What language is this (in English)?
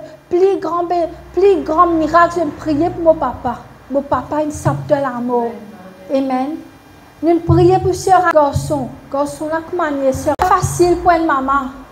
Morisyen